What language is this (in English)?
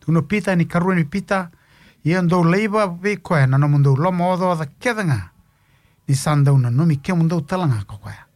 Fijian